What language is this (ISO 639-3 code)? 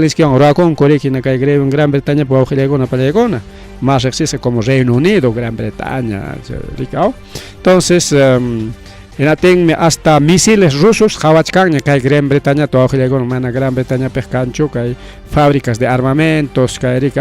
quy